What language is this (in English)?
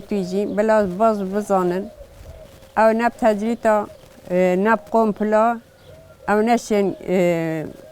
Kurdish